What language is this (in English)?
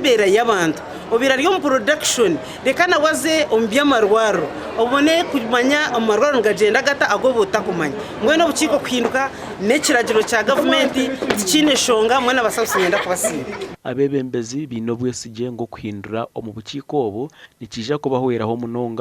Nyankole